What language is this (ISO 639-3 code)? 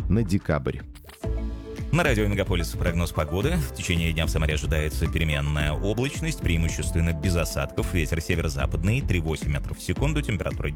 rus